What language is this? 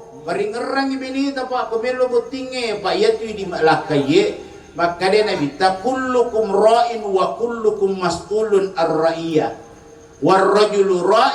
Buginese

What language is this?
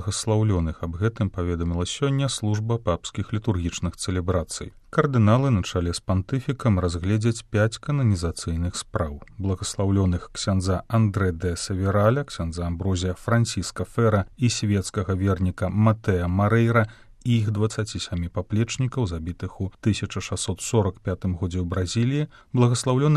Belarusian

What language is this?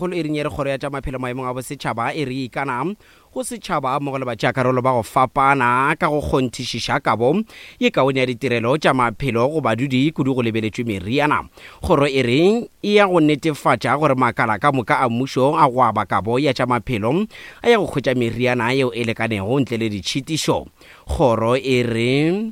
Northern Sotho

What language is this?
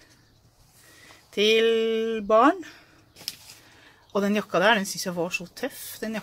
Norwegian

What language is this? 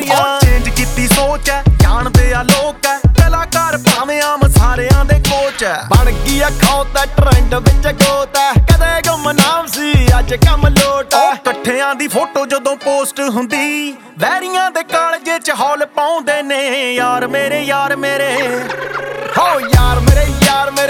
Punjabi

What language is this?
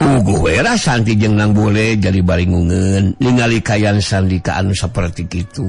Sundanese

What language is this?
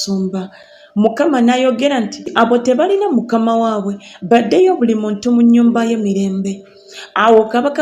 Ganda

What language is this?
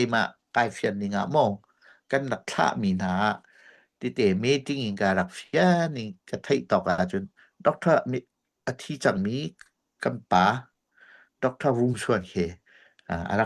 Hakha Chin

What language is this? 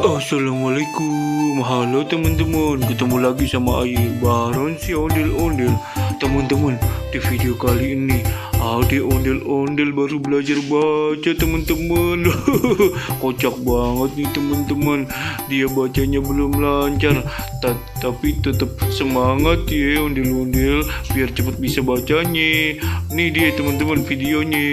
Betawi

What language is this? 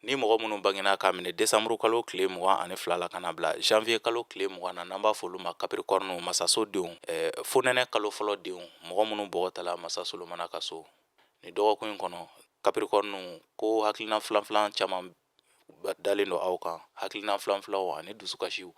Bambara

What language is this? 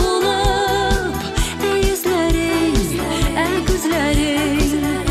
Bashkir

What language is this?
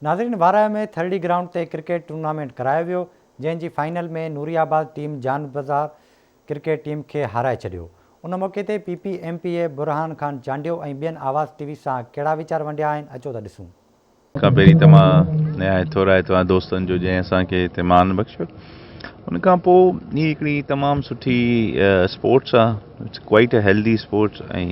Sindhi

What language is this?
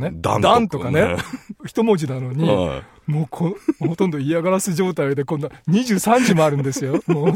Japanese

